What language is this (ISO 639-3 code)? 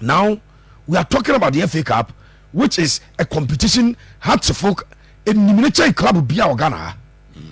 aka